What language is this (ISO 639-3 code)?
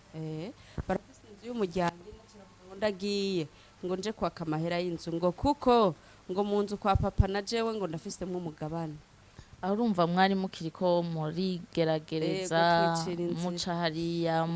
run